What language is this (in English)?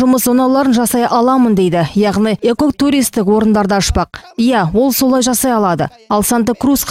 Kazakh